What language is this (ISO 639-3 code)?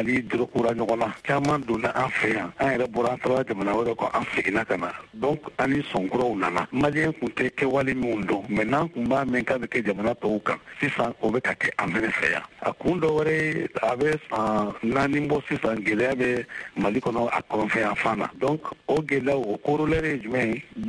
bam